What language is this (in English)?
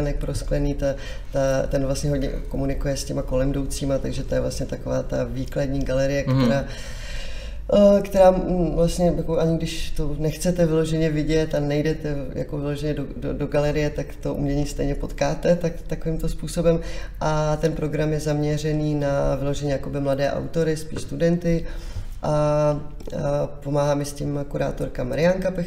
Czech